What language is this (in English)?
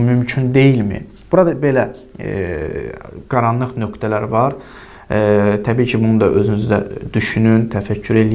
Azerbaijani